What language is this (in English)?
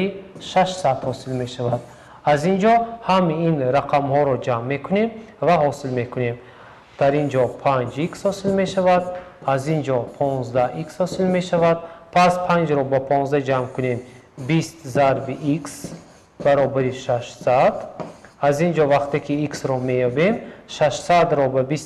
Tajik